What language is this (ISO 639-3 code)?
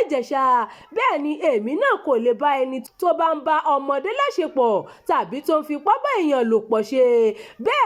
yor